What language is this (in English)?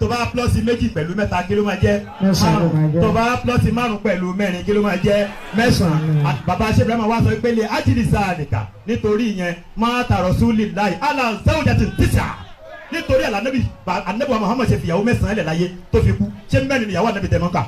Yoruba